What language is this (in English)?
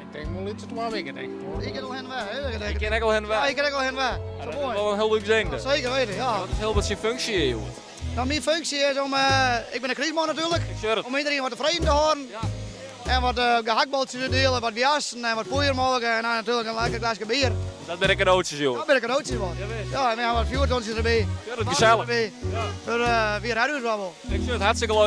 Western Frisian